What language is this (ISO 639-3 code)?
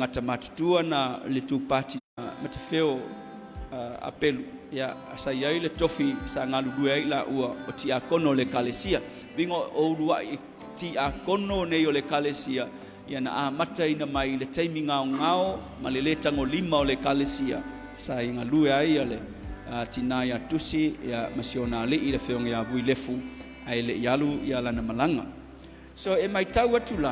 smo